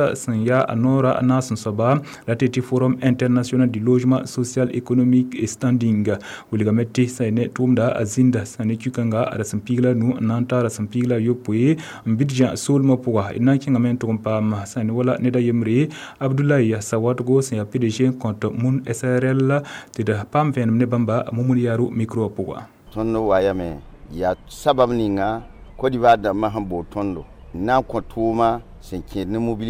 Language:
Mossi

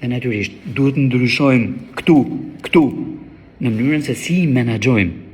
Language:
Albanian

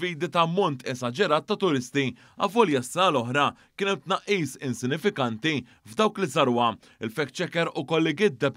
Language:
Maltese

